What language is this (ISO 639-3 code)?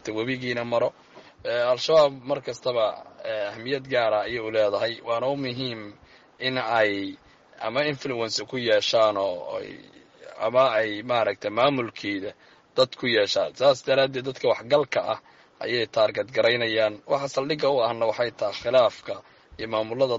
som